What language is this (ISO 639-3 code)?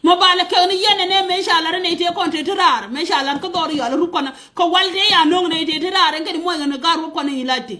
nus